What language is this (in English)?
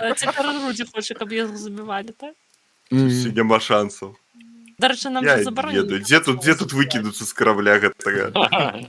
Belarusian